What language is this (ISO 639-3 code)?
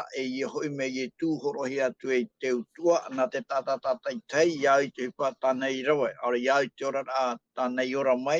tah